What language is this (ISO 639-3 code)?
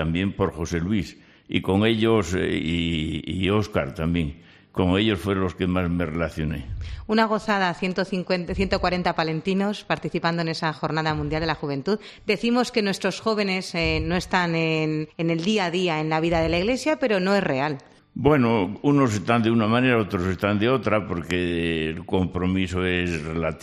spa